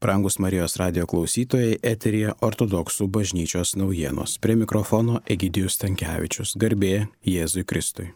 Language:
Lithuanian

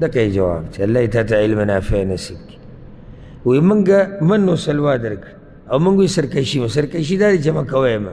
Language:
Pashto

